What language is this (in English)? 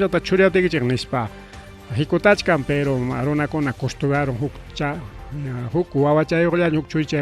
Ayacucho Quechua